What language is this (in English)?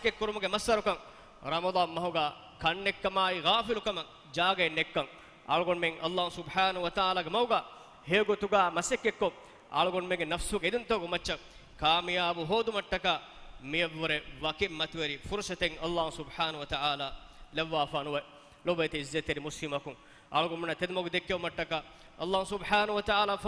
Divehi